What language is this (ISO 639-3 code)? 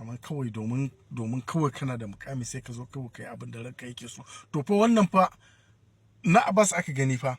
hau